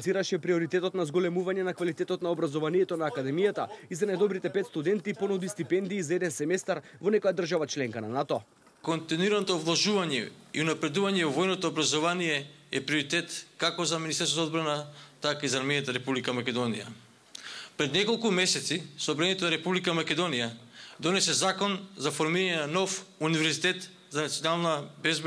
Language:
Macedonian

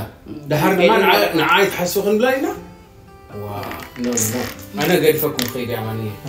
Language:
Tigrinya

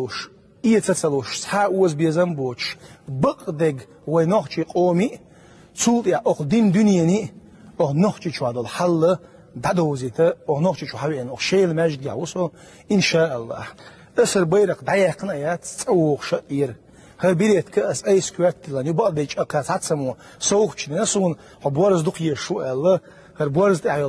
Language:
Chechen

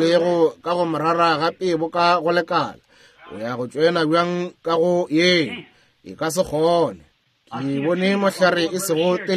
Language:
Northern Sotho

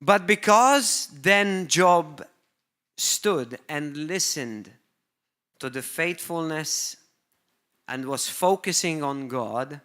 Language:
English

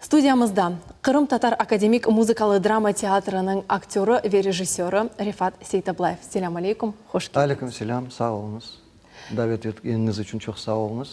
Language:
Crimean Tatar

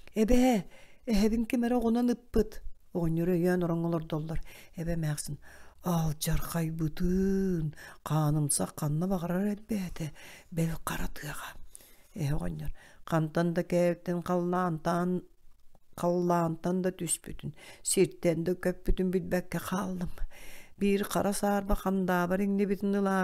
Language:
Yakut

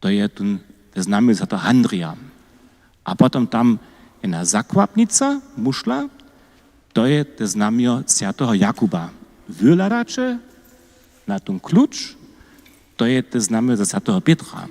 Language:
Upper Sorbian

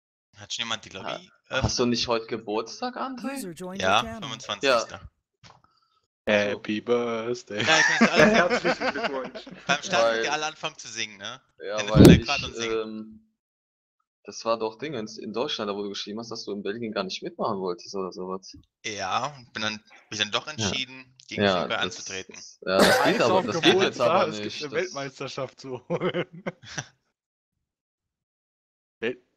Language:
German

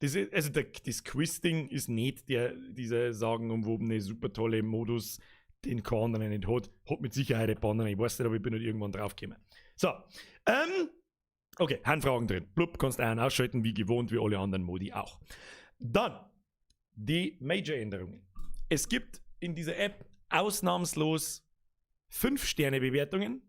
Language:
Bavarian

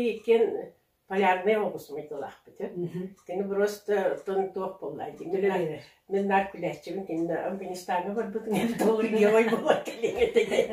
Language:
Yakut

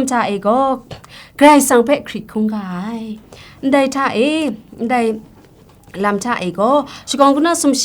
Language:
Kachin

